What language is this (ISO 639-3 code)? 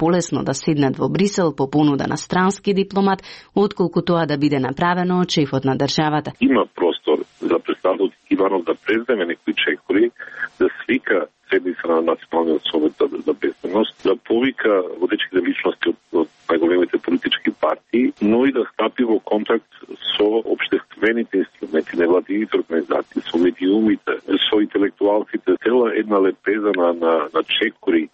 mkd